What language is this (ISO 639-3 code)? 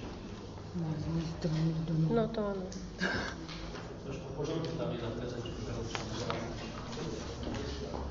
slk